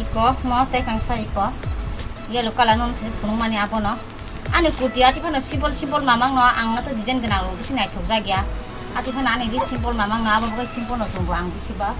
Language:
Kok Borok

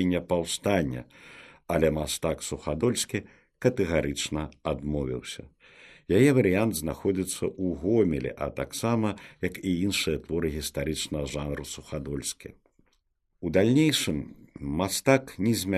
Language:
Belarusian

